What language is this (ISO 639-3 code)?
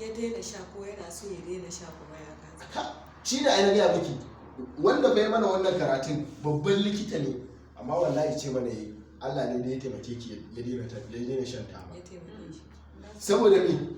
hau